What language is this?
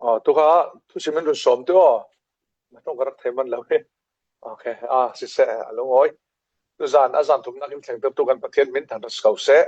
Falam Chin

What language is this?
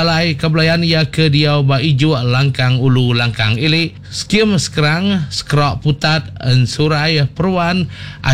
Iban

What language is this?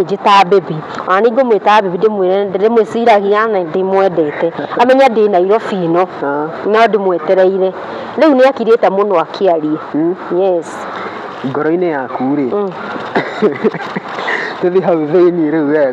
Kikuyu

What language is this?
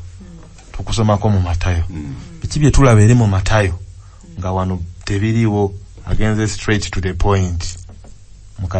Ganda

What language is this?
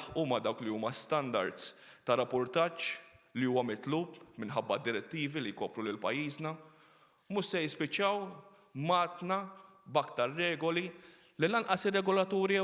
Maltese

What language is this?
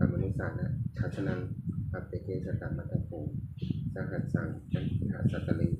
Pali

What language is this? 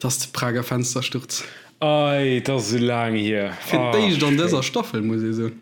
Luxembourgish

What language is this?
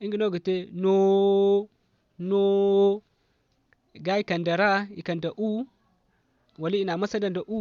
Zarma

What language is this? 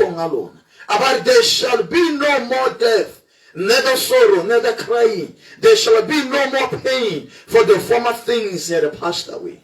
Tswana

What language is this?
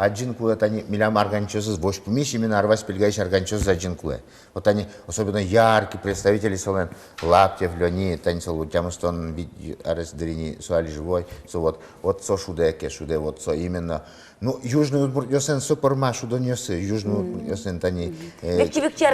Udmurt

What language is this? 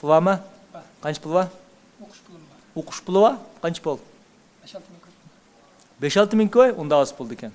Uyghur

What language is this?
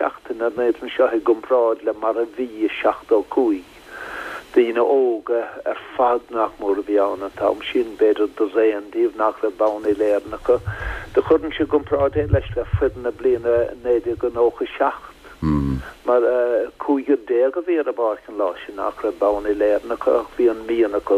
Irish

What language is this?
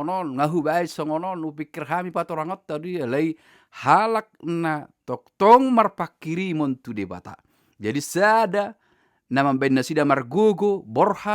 Batak Toba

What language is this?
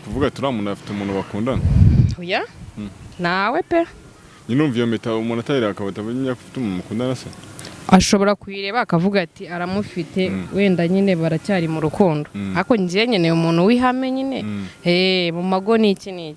Kinyarwanda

